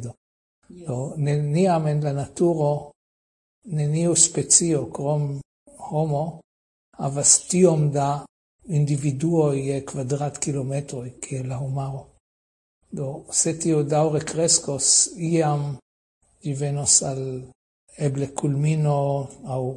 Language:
Esperanto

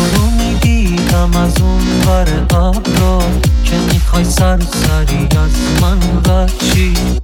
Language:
Persian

